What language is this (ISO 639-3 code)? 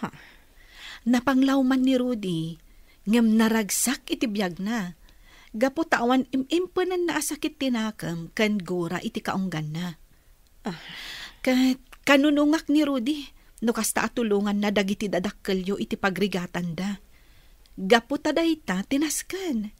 ilo